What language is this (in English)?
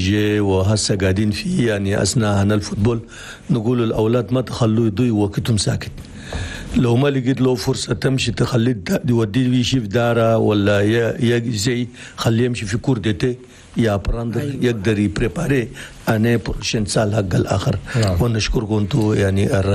Chadian Arabic